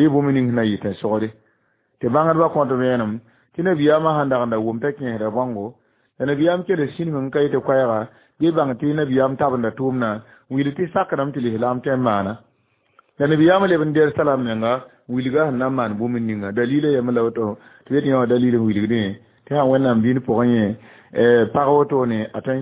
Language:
Mossi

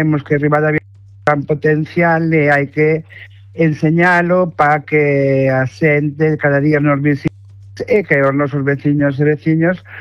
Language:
Galician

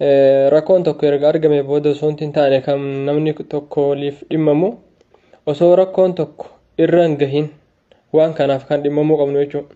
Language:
Oromo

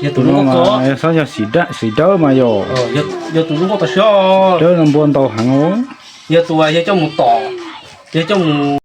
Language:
Hmong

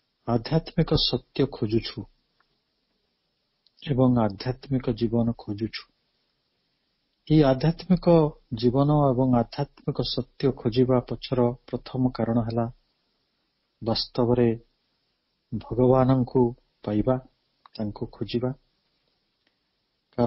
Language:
Odia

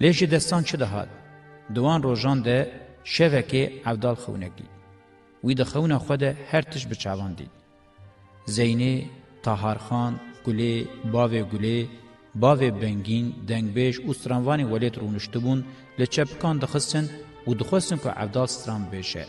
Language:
Kurdish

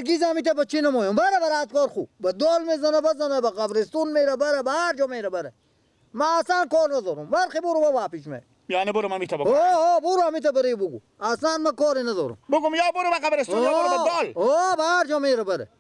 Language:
Persian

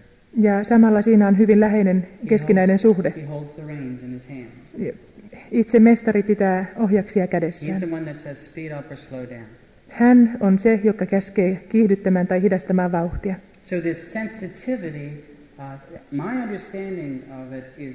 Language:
Finnish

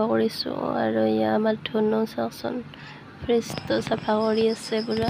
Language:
Assamese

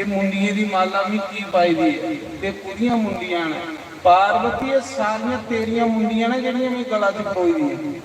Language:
Dogri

